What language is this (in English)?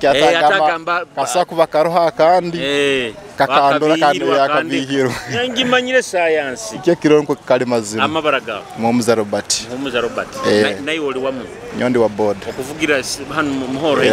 Nyoro